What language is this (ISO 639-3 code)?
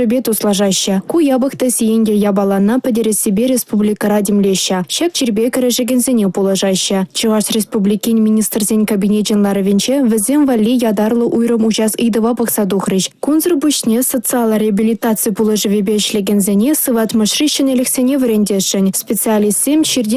chv